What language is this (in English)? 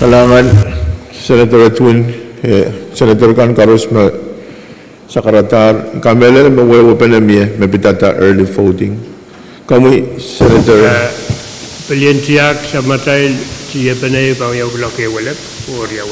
Pohnpeian